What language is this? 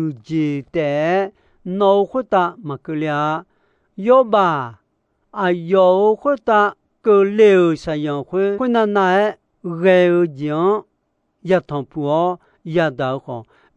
Akha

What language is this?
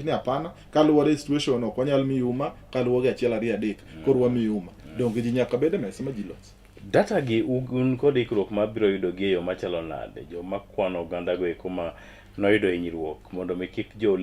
Luo (Kenya and Tanzania)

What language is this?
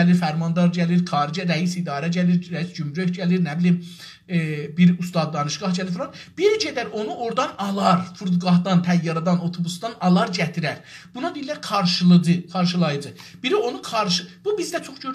South Azerbaijani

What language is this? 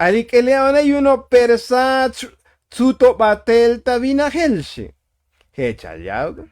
Tzotzil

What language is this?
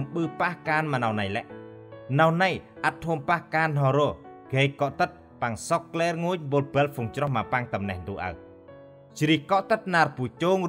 Central Mnong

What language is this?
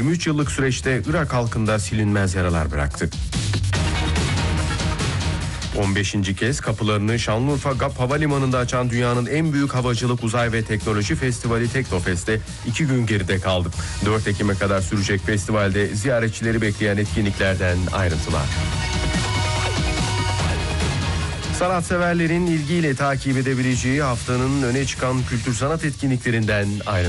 Turkish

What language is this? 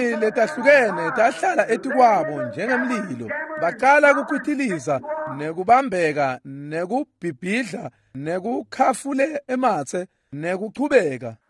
Swati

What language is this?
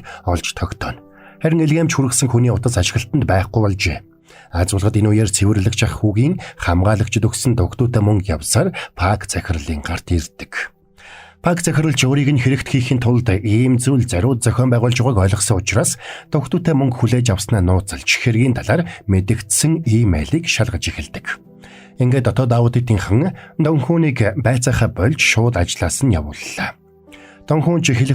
Mongolian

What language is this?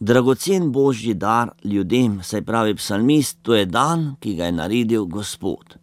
Slovenian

